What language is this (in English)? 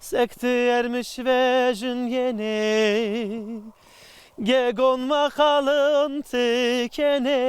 Zaza